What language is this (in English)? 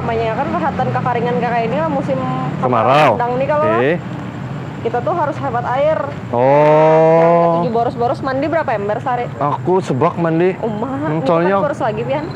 Banjar